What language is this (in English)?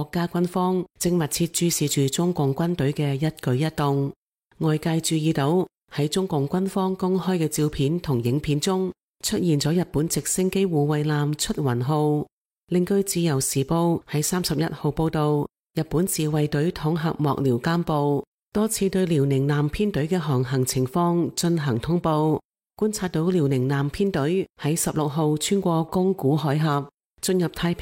Cantonese